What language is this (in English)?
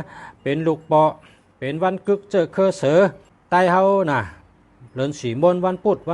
Shan